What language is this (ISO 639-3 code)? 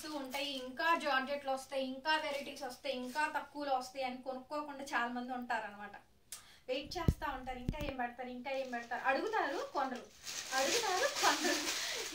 tel